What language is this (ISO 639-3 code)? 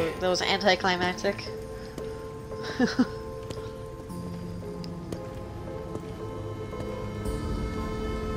eng